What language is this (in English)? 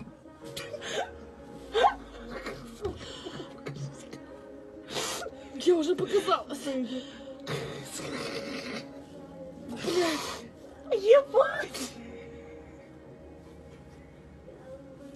Russian